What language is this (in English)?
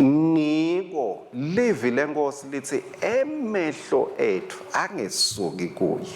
Swati